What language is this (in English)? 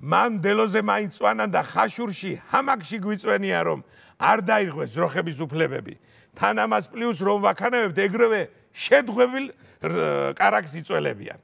Georgian